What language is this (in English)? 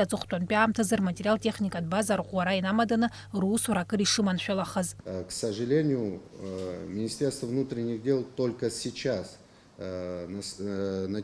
Abkhazian